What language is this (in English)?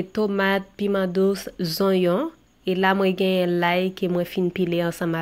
Haitian Creole